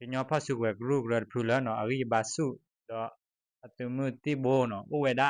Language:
S'gaw Karen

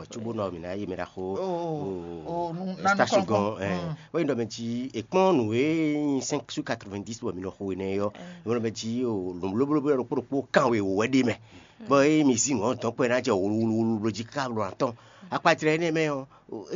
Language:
Fon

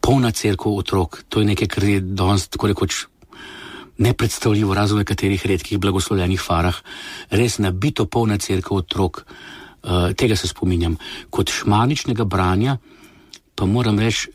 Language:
Slovenian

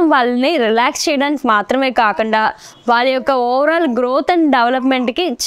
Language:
Telugu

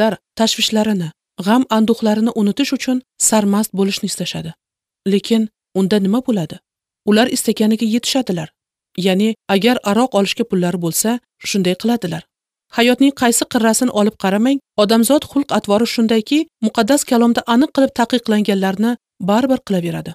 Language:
Uzbek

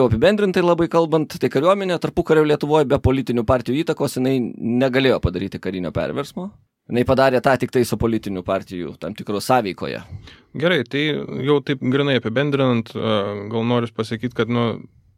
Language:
Lithuanian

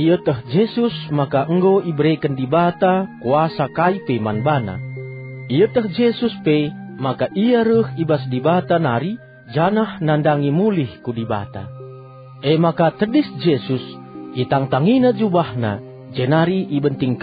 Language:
Batak Karo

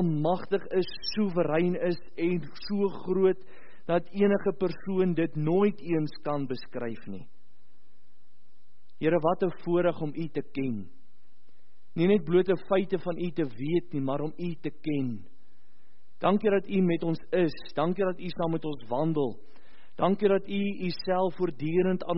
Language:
Afrikaans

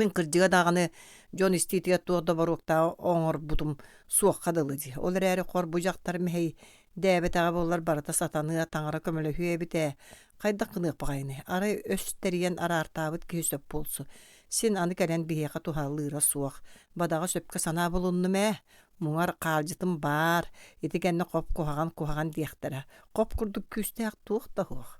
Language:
Yakut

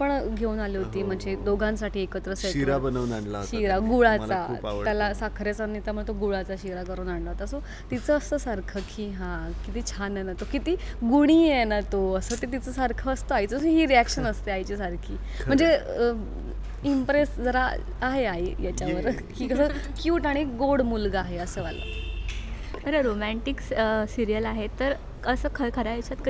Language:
Marathi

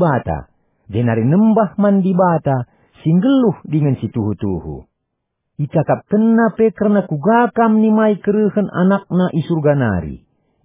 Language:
Batak Karo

